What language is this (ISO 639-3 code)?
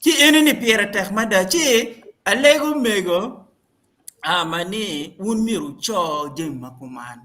ach